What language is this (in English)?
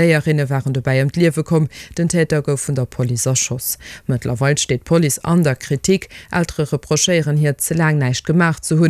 Luxembourgish